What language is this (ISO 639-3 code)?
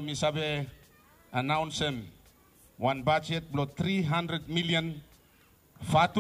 bis